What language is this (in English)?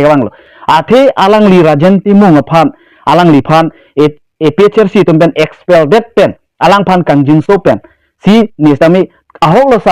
Karbi